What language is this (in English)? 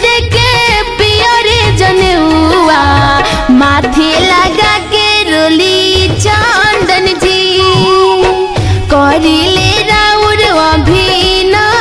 Bhojpuri